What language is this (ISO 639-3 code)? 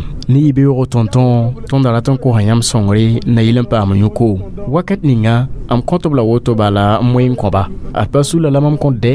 mos